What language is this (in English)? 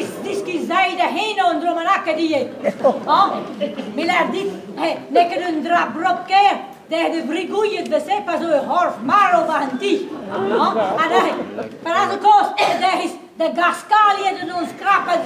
Breton